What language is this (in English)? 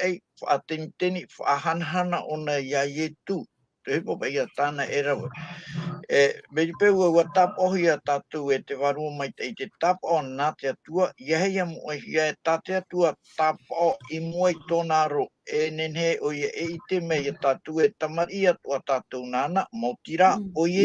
Tahitian